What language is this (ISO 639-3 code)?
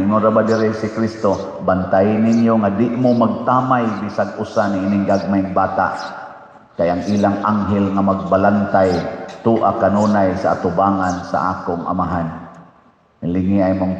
ceb